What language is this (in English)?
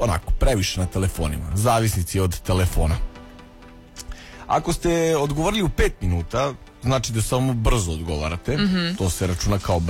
Serbian